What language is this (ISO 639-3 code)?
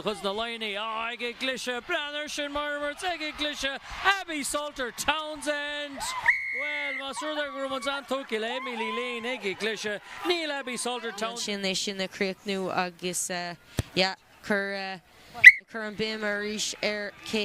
gle